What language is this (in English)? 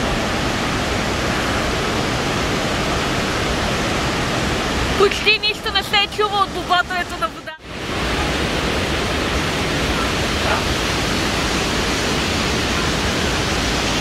Bulgarian